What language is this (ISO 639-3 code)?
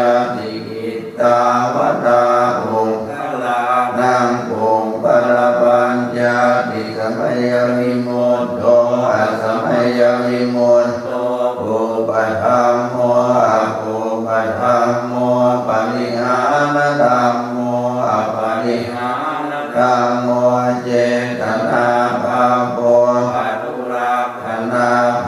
pli